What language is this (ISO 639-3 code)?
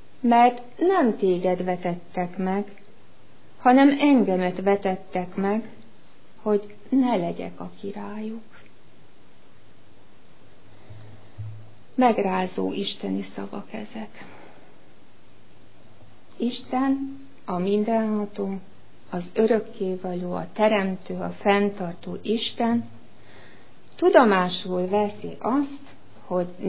hun